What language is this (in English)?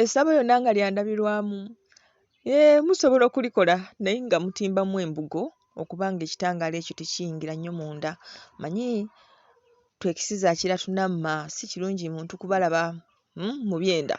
Ganda